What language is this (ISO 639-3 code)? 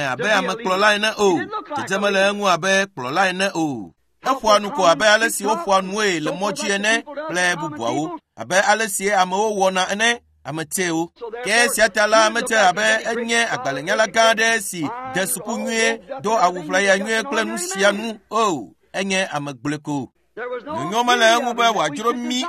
ewe